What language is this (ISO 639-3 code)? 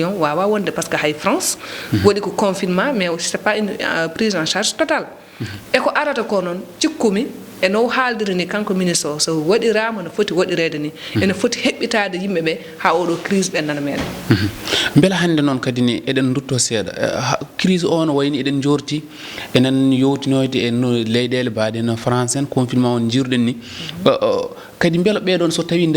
ful